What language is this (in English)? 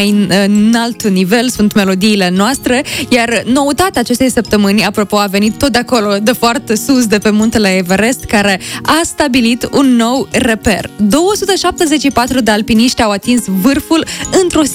Romanian